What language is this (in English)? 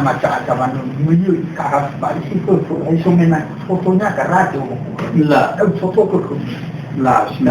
Nias